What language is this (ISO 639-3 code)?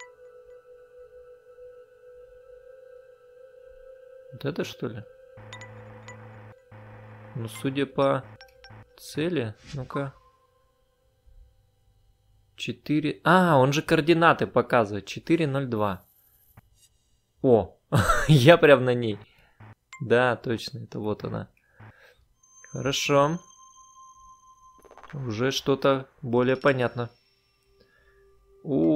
rus